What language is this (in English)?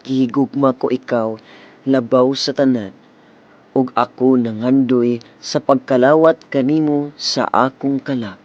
Cebuano